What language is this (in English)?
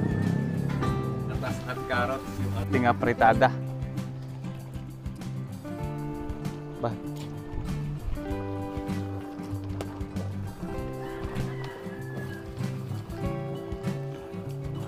Filipino